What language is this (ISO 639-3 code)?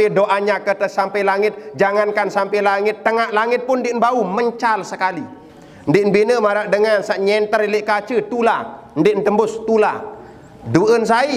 sas